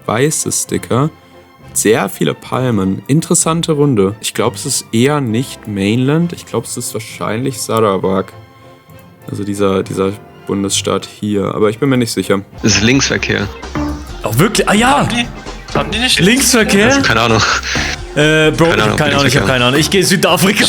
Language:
Swiss German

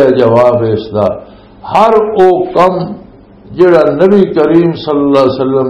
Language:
Western Panjabi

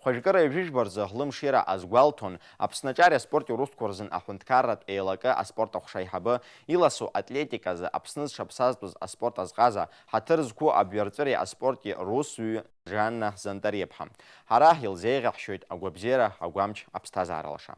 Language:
Abkhazian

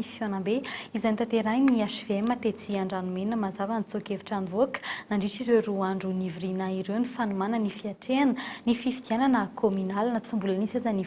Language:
Malagasy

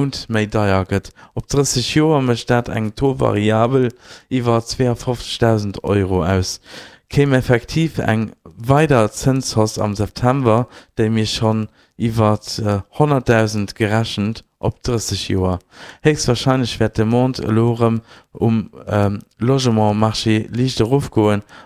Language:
Luxembourgish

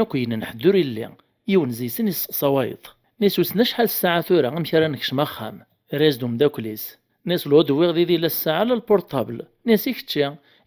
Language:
Kabyle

